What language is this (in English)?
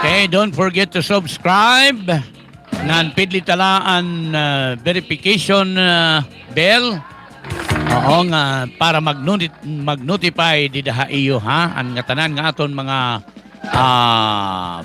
Waray